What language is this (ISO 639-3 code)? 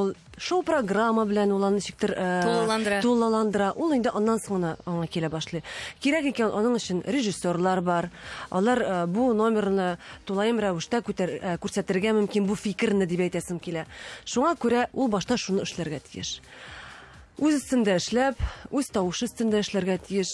tat